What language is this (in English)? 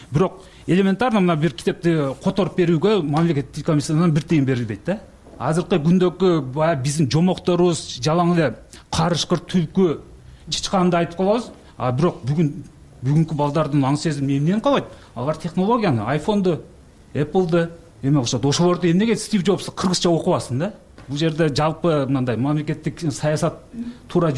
Kyrgyz